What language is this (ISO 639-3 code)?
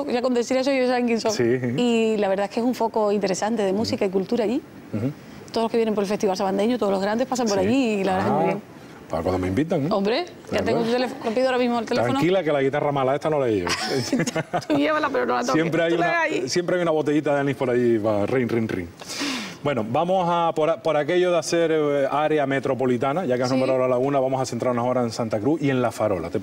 spa